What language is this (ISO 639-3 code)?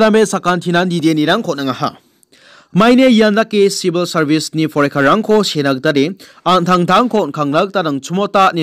grt